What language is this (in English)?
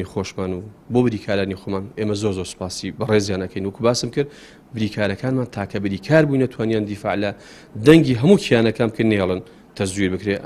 Central Kurdish